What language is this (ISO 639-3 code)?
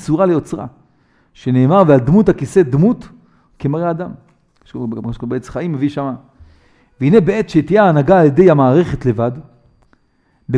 heb